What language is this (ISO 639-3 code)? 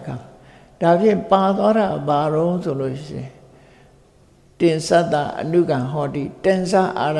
mya